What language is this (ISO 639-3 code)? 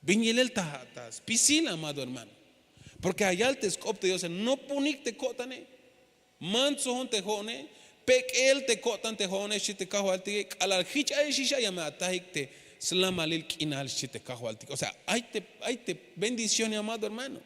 tzh